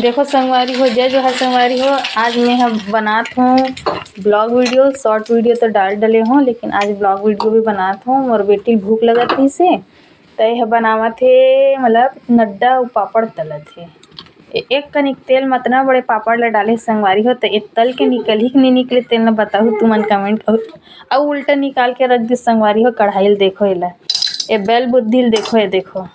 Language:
Chhattisgarhi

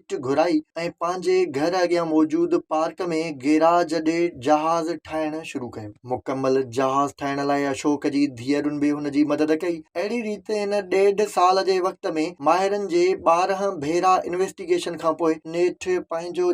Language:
Sindhi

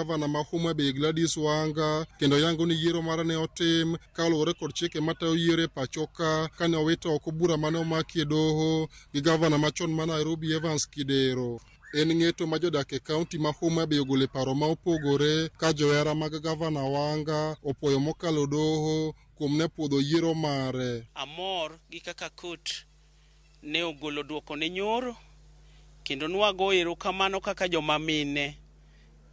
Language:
Luo (Kenya and Tanzania)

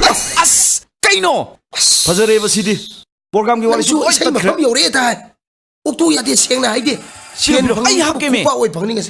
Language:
Manipuri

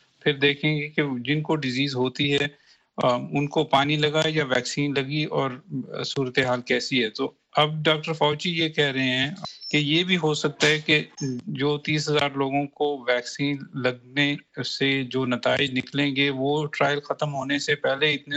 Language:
Urdu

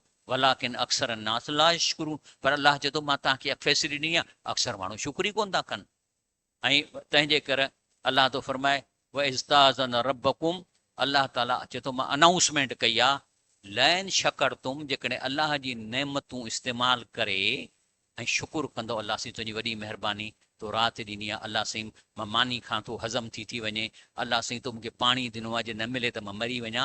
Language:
Sindhi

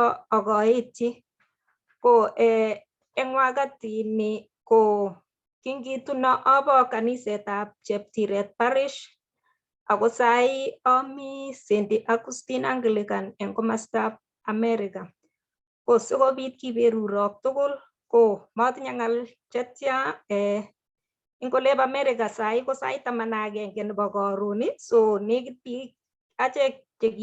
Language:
Kalenjin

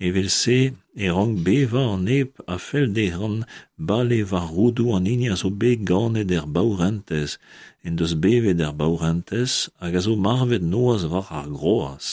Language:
Breton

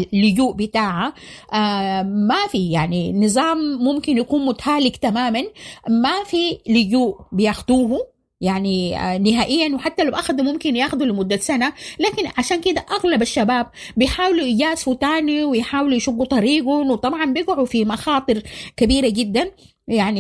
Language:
Sudanese Arabic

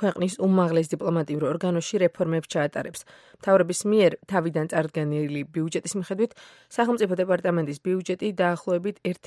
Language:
Georgian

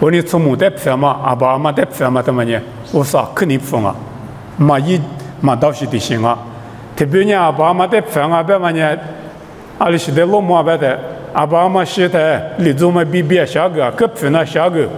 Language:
Lisu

